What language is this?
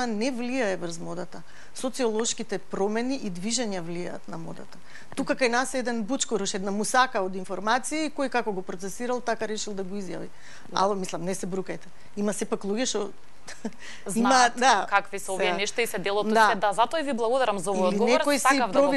Macedonian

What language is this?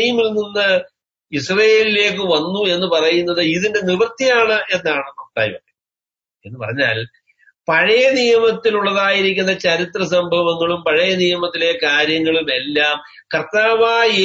Malayalam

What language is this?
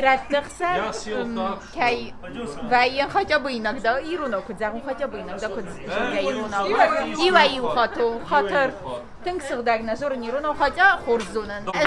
Ossetic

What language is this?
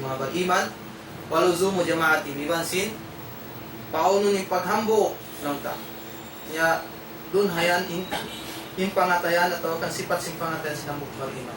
Tausug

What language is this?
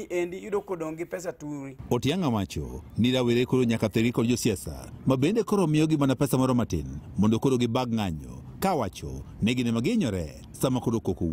Luo (Kenya and Tanzania)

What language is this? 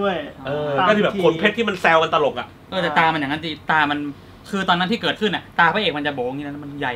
Thai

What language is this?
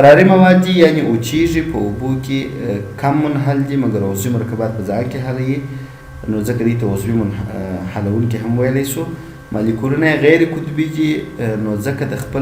Pashto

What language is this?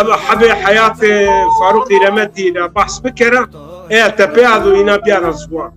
Zaza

